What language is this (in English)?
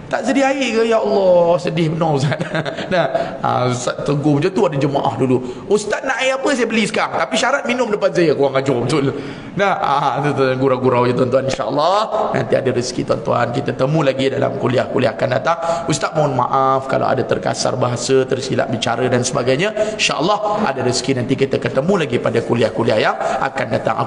Malay